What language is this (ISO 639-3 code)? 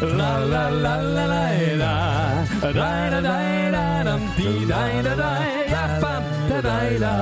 lim